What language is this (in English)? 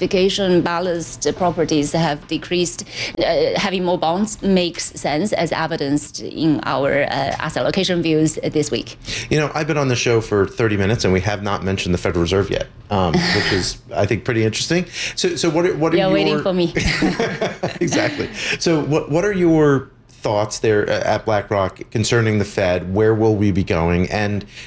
English